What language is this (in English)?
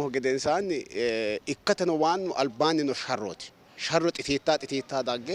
Sidamo